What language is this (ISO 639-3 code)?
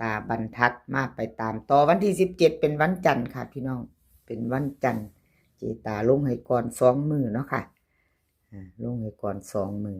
lao